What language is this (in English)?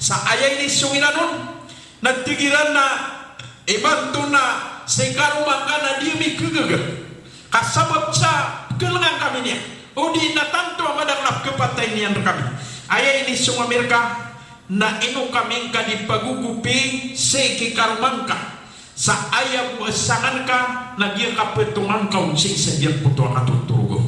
Maranao